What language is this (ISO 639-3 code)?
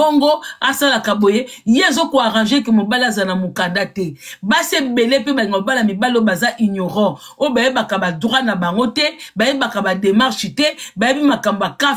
lin